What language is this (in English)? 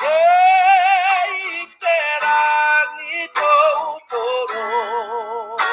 Māori